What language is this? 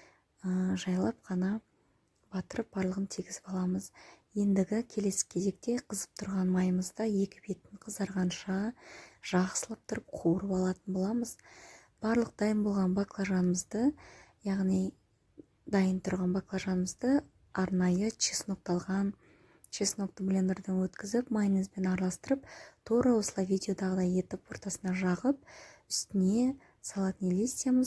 Kazakh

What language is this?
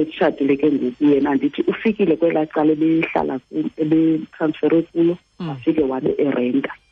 Xhosa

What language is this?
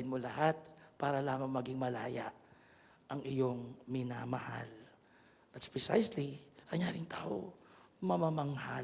Pampanga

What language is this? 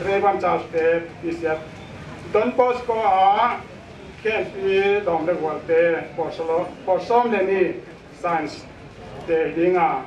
Paite Chin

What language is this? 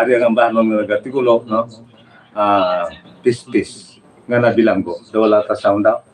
Hiligaynon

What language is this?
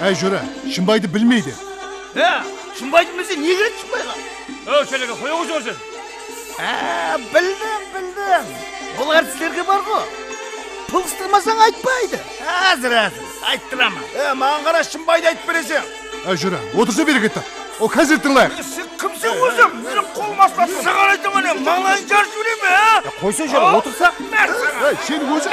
Kara-Kalpak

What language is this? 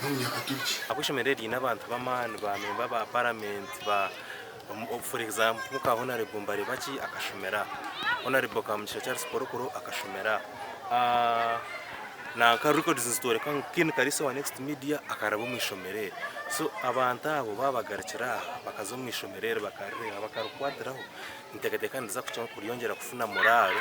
Nyankole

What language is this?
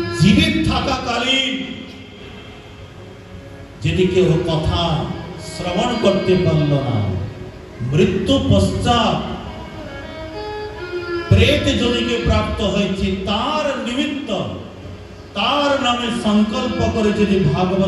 Bangla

